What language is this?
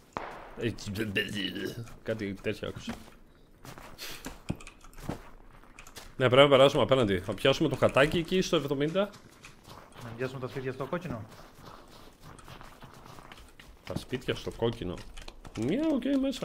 Greek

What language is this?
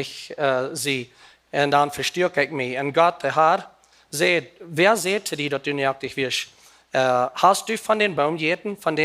Plautdietsch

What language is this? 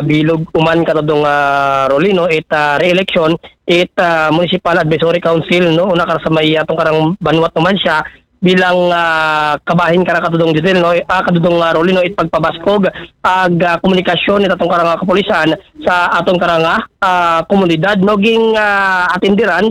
Aklanon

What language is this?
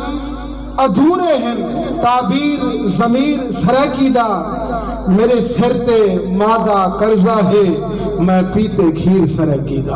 Saraiki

